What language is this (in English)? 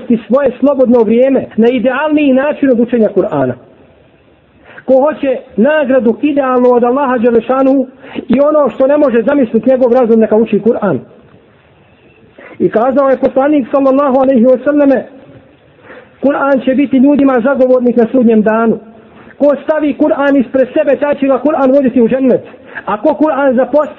Bosnian